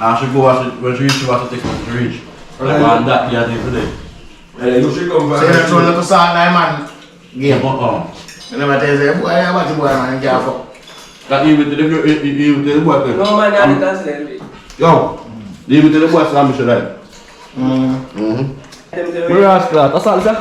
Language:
Jamaican Creole English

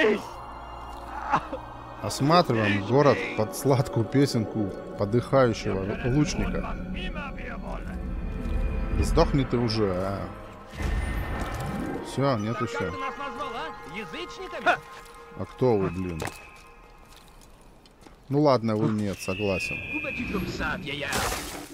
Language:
Russian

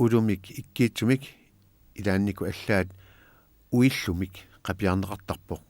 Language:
Kalaallisut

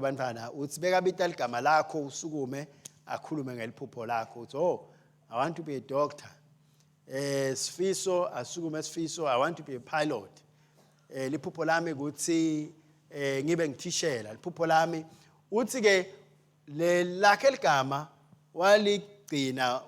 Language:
Swati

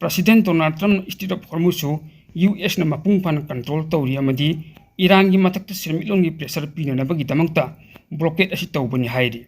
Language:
Manipuri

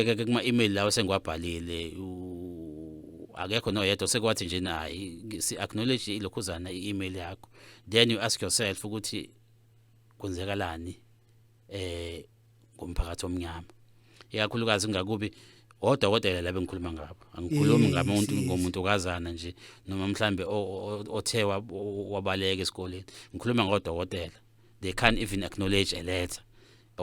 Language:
Zulu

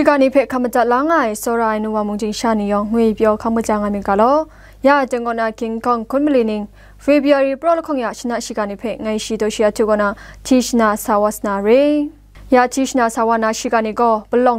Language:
Kachin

